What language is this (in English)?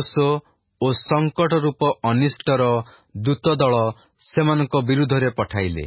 Odia